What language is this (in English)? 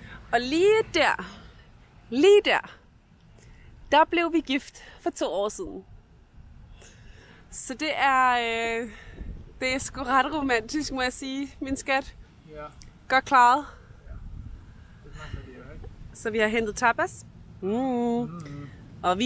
Danish